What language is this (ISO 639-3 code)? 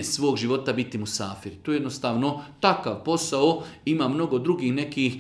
bos